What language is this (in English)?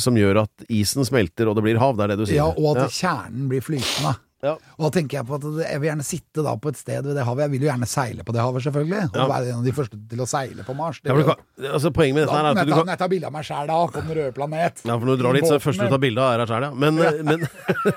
Norwegian